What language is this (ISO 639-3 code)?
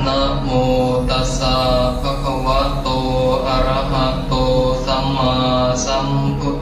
pli